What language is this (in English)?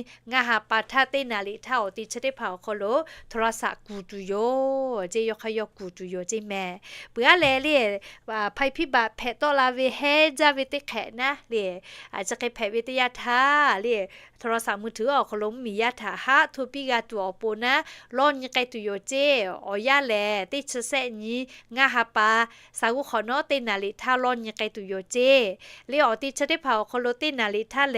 Lahu